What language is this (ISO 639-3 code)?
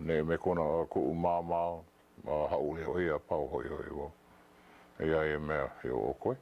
haw